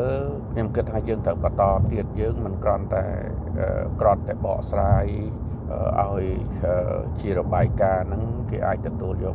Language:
Khmer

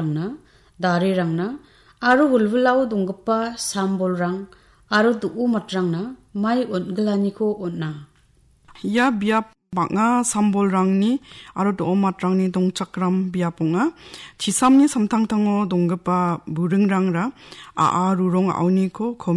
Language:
Garo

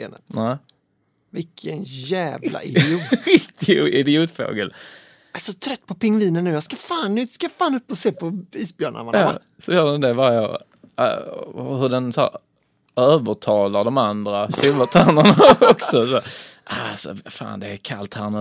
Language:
Swedish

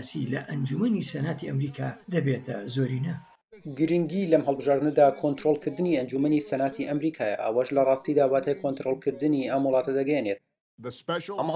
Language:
Central Kurdish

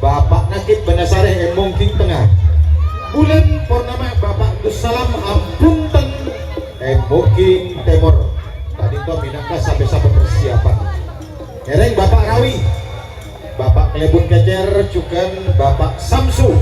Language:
Madurese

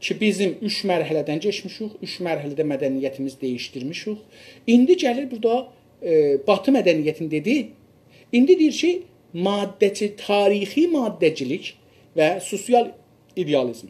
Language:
South Azerbaijani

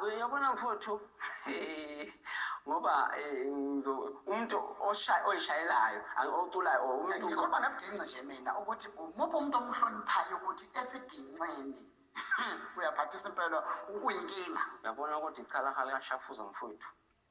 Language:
Zulu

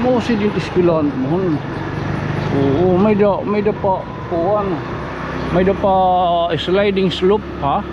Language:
Waray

